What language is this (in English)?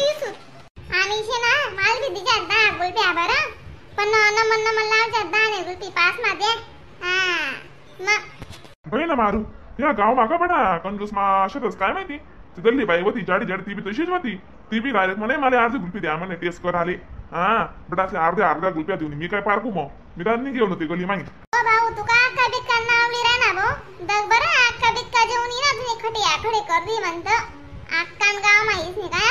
Khandesi